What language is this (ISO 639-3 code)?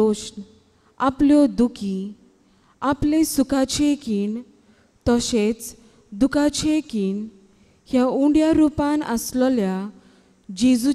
kok